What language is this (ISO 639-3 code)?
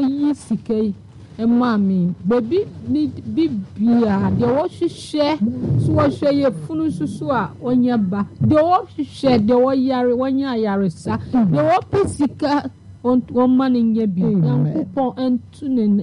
aka